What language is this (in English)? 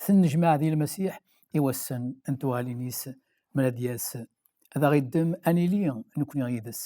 Kabyle